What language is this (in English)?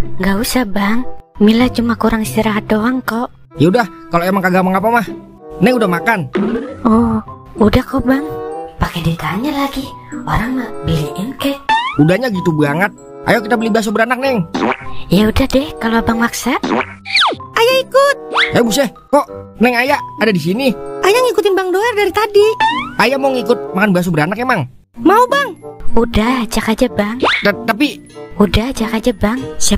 Betawi